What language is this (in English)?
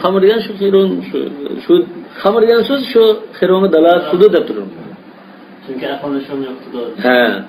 Uyghur